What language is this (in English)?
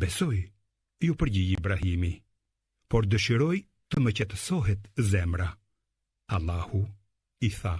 Albanian